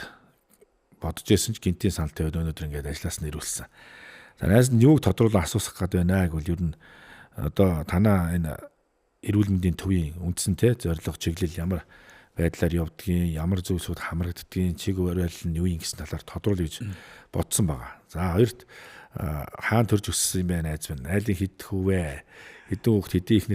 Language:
Mongolian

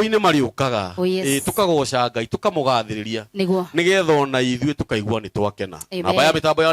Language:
Kikuyu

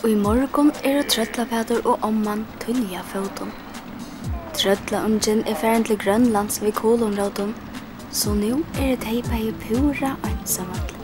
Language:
Faroese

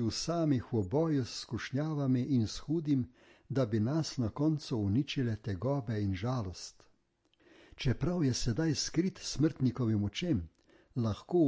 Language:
Slovenian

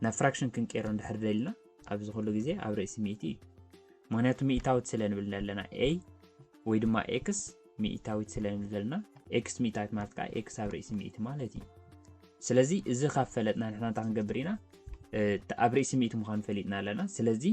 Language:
Tigrinya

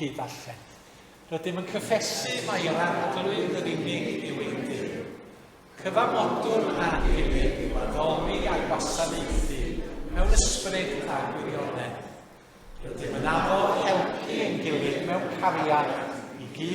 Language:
Welsh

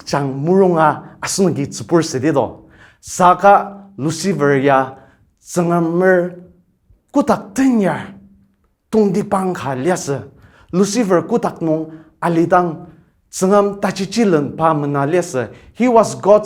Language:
Ao Naga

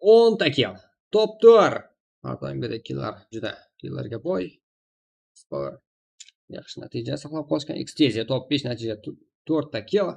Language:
Kara-Kalpak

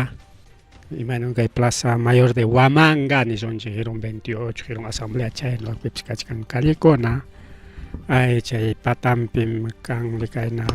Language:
Ayacucho Quechua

